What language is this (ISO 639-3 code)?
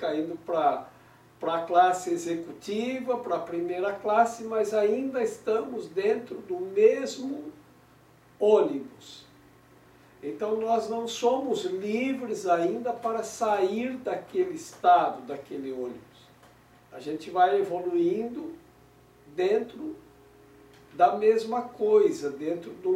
por